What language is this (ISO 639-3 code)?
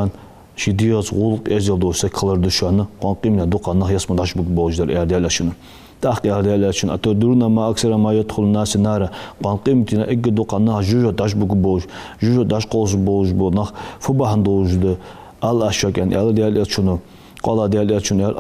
inh